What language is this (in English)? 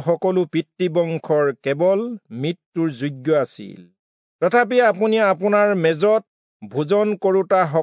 Assamese